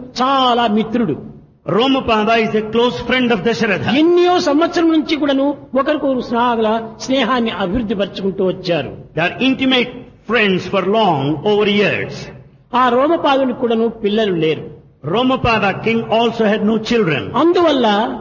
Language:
Telugu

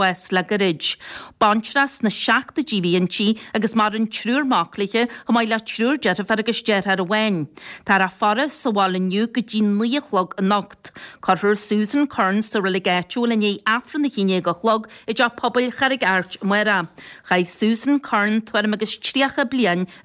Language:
Irish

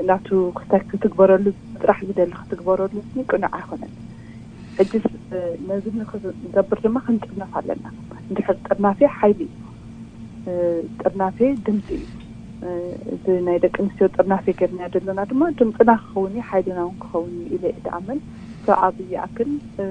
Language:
Tigrinya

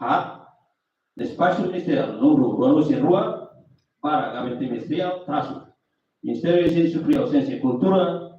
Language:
Tetum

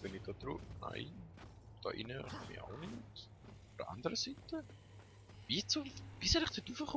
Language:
Swiss German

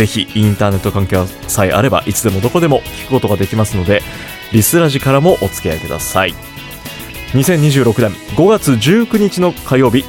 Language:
Japanese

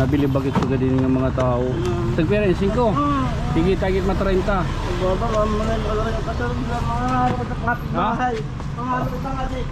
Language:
Waray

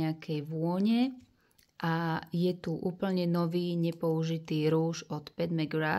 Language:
Slovak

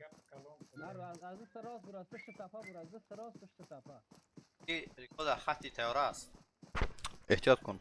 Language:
Persian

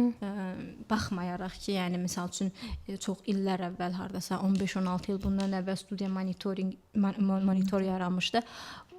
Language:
Azerbaijani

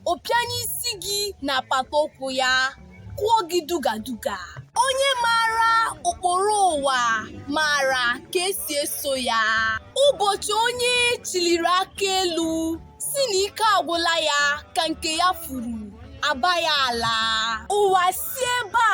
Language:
Igbo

